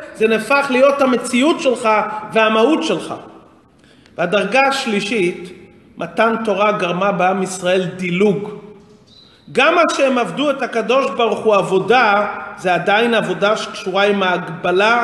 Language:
Hebrew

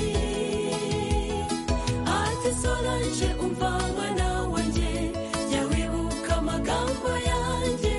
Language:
Kinyarwanda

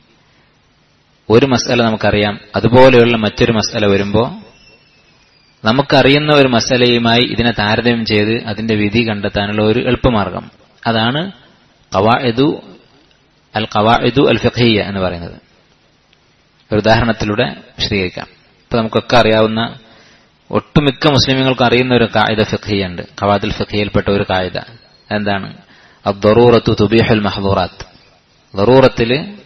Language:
Malayalam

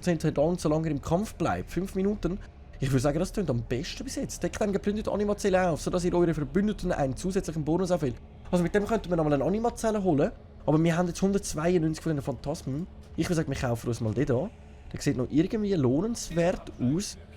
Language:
Swiss German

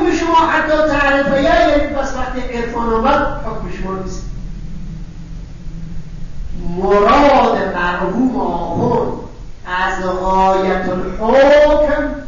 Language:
Persian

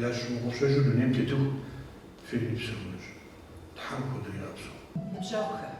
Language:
Kabardian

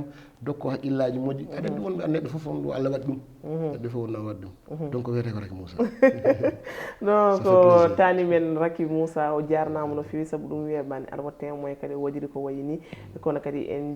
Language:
Fula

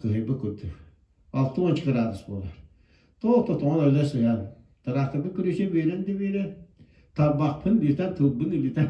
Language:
Yakut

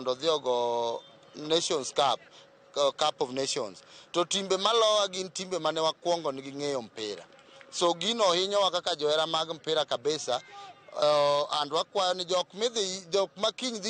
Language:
Luo (Kenya and Tanzania)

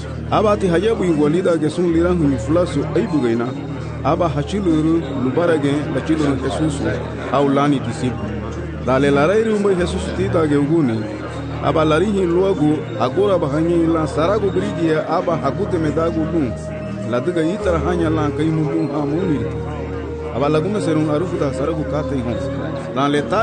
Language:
Garifuna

